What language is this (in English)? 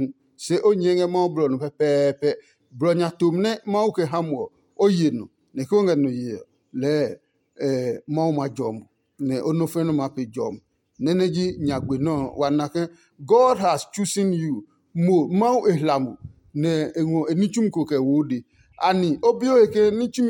Adangme